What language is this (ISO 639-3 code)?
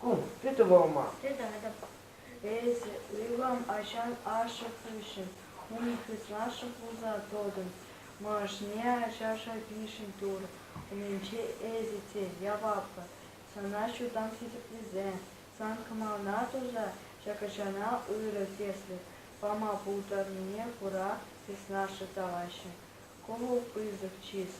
chv